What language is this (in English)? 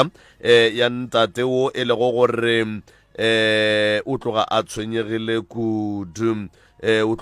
Northern Sotho